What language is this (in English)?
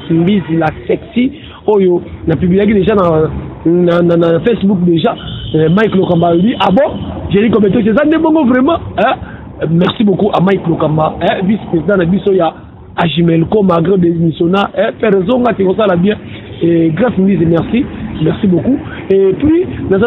Lingala